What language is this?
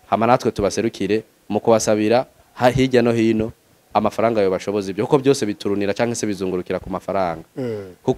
Rundi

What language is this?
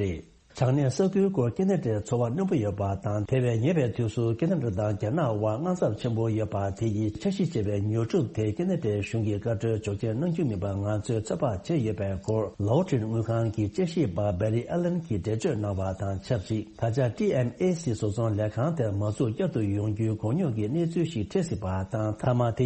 Tibetan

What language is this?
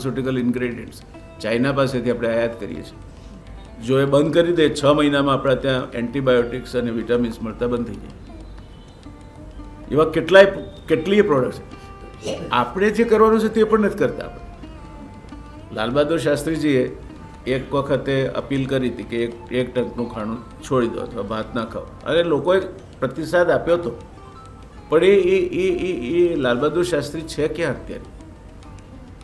Gujarati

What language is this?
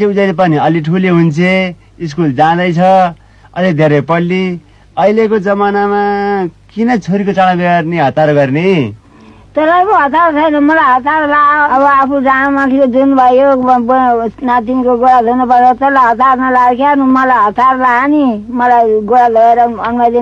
Nepali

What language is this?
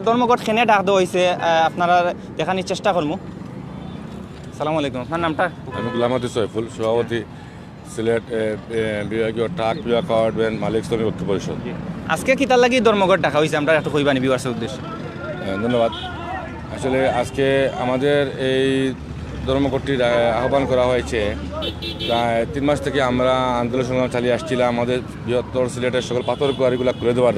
Sylheti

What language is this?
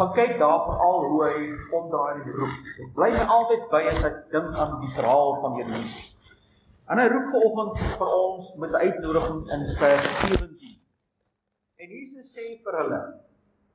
Afrikaans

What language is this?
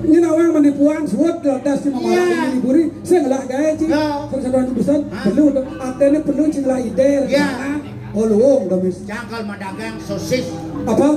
Balinese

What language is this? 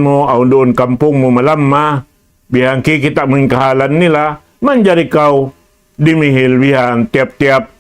Tausug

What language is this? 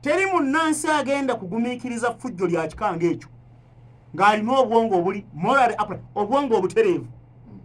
Ganda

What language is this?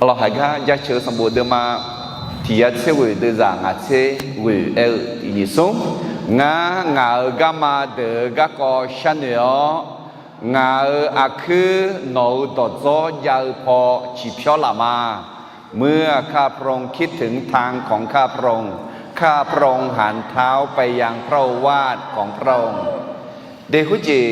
Akha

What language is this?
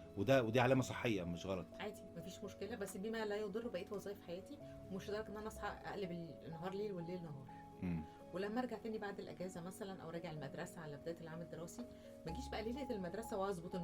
Egyptian Arabic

